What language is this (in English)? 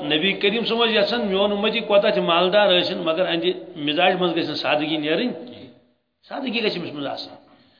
Kashmiri